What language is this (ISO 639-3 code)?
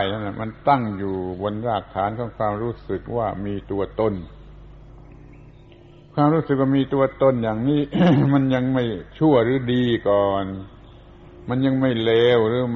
tha